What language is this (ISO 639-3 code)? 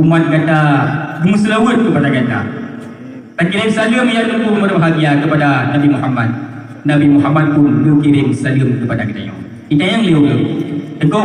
ace